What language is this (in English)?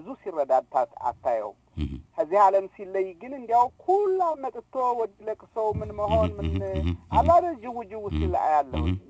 Amharic